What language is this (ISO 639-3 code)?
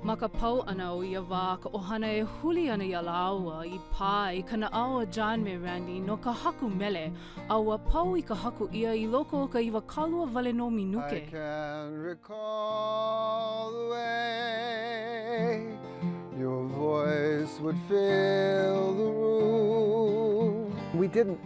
haw